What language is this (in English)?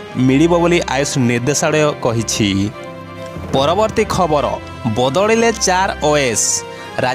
Odia